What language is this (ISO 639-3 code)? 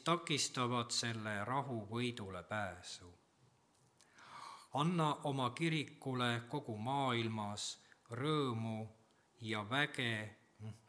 est